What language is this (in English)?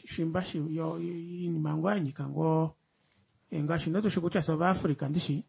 Kuanyama